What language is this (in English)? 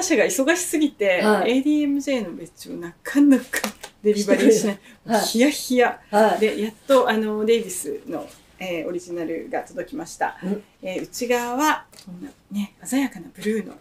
Japanese